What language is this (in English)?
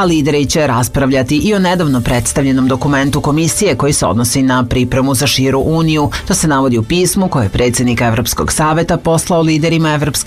Serbian